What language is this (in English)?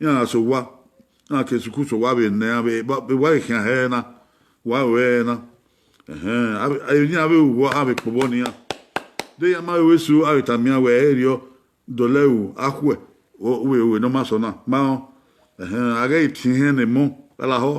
Bini